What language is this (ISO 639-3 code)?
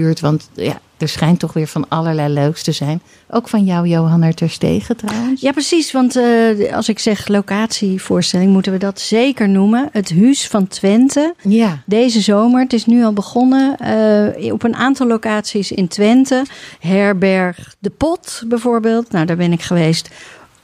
nld